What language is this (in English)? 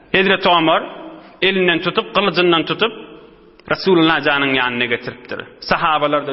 Turkmen